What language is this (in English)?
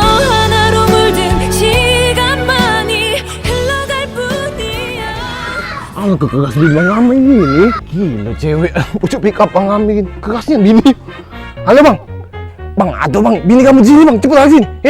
Musi